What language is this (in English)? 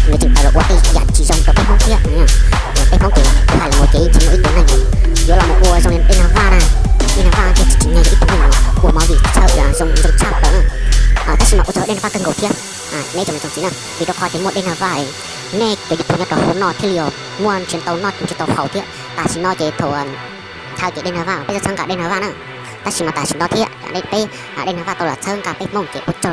Hmong